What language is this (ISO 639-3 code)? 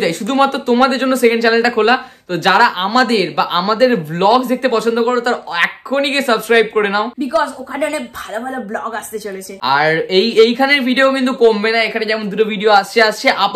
ben